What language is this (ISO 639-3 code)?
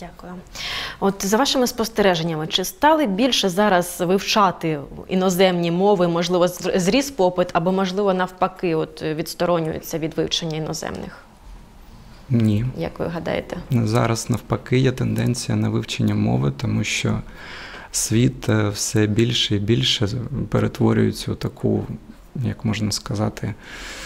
ukr